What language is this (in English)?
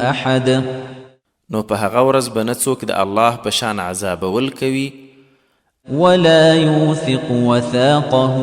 Pashto